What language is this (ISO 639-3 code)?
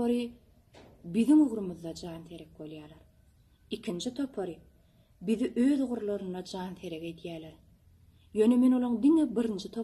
tuk